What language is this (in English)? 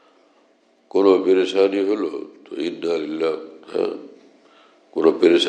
Bangla